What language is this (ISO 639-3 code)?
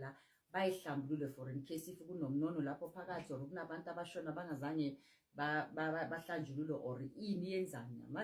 zul